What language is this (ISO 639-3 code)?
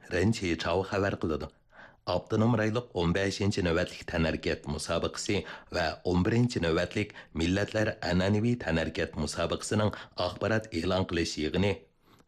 uig